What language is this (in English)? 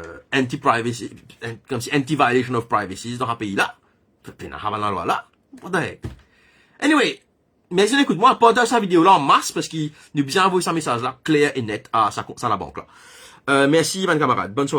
Morisyen